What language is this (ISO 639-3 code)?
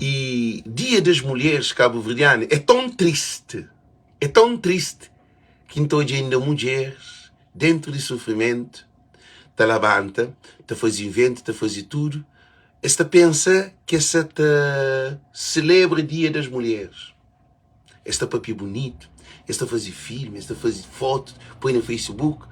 kea